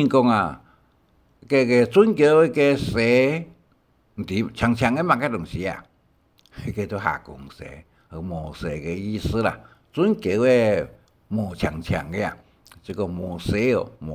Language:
Hakka Chinese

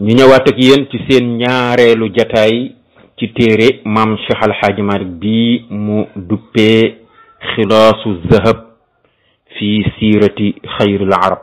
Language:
Wolof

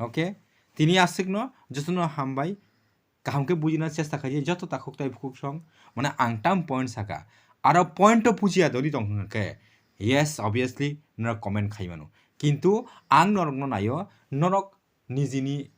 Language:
Kok Borok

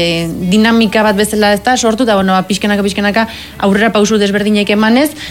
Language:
Basque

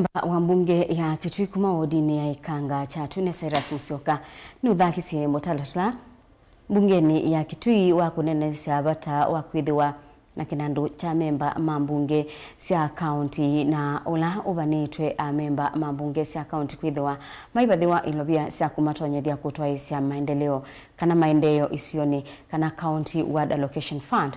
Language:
Kamba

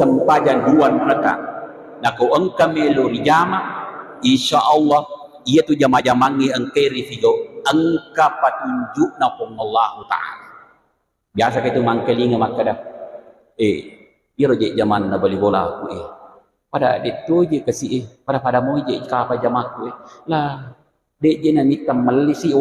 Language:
Buginese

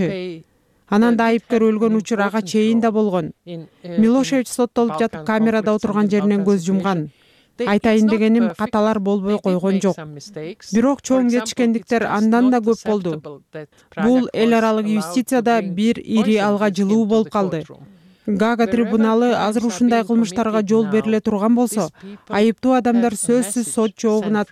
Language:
Kyrgyz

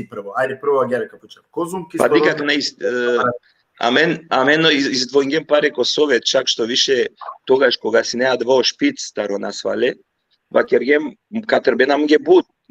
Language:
Balkan Romani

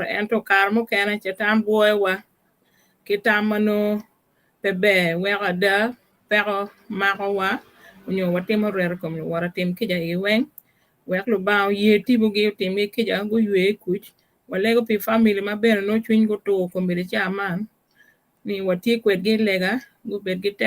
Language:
Acoli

